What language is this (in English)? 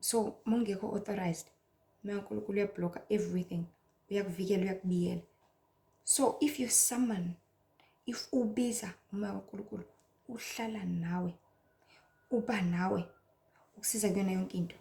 Zulu